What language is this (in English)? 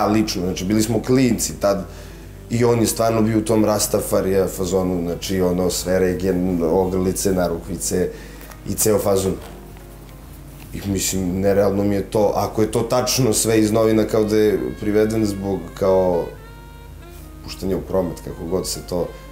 Serbian